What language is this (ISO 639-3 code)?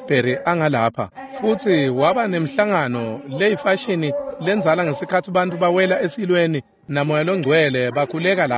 ssw